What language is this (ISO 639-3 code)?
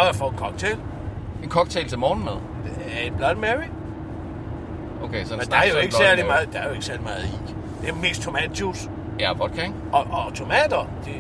dan